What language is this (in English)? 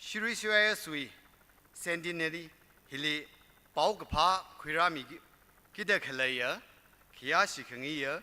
Tangkhul Naga (India)